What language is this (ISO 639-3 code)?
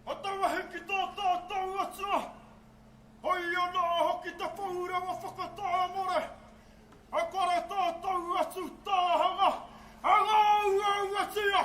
mri